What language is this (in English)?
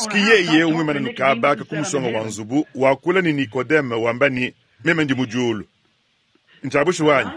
Luba-Lulua